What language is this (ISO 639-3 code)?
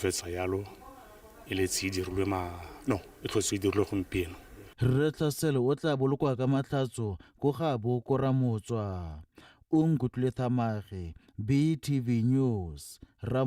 tsn